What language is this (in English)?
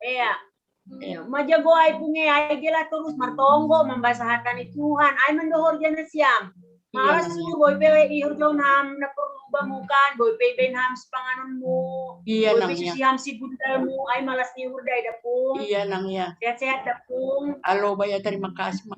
Batak Simalungun